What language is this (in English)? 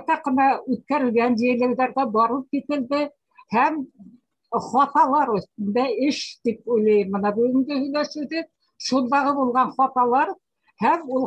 Bashkir